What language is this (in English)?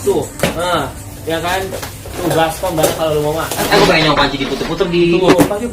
Betawi